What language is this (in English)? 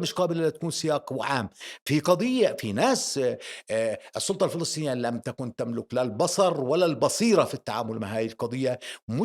North Levantine Arabic